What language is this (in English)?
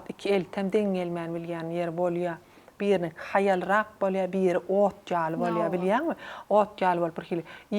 Turkmen